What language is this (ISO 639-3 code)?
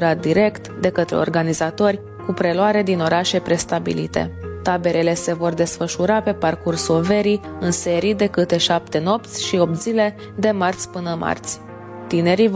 ron